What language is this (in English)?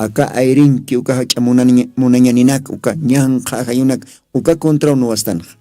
Aymara